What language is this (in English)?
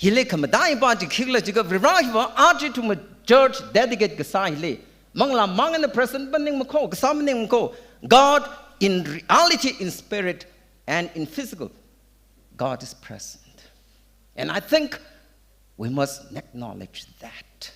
Tangkhul Naga (India)